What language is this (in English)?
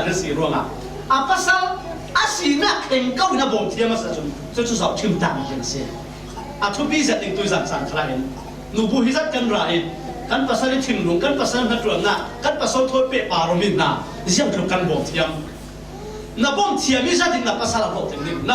Falam Chin